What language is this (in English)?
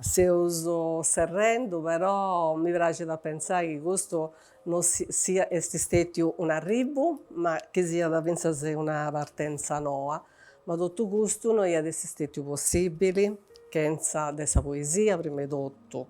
Sardinian